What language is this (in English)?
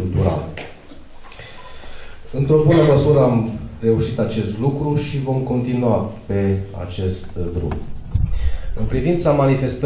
Romanian